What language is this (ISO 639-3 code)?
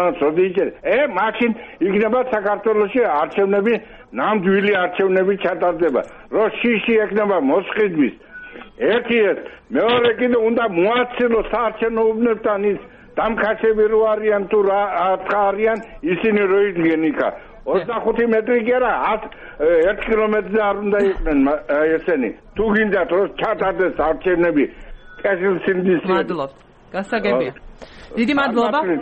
kat